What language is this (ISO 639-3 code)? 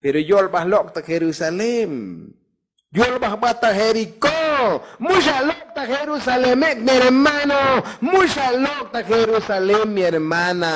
tzo